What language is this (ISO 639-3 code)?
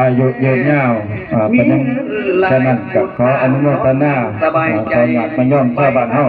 tts